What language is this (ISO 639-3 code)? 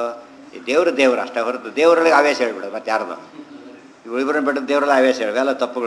kan